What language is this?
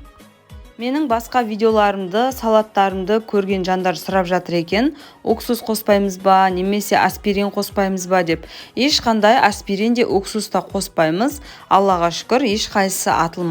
Kazakh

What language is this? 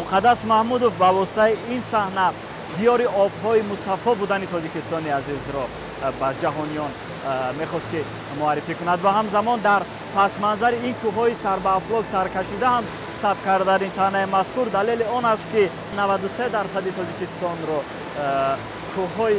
Tajik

